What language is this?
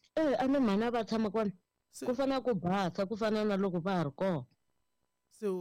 Tsonga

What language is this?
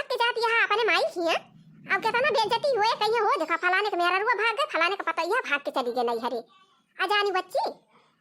Awadhi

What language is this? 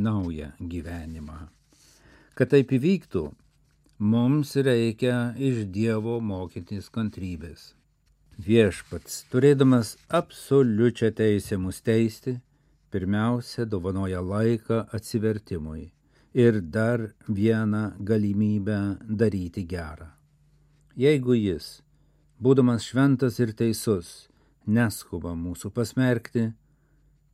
Lithuanian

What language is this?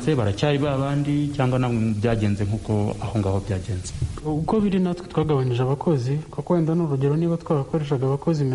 Kinyarwanda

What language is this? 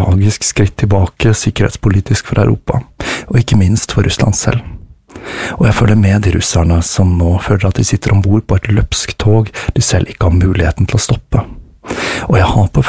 Norwegian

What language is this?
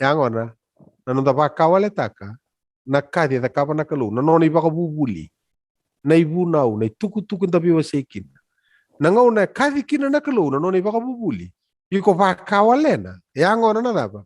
Fijian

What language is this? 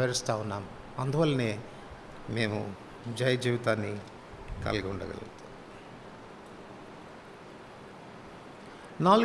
Telugu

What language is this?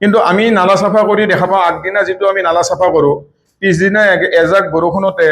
Assamese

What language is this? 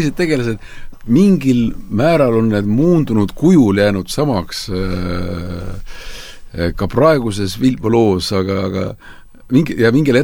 Estonian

